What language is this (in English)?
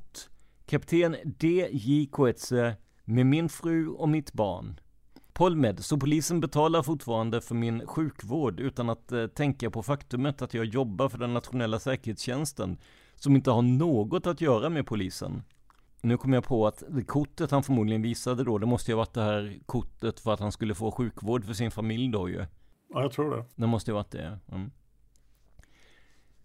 Swedish